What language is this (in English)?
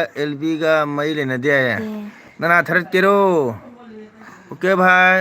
Manipuri